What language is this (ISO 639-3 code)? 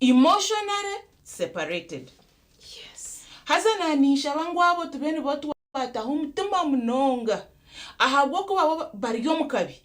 nyn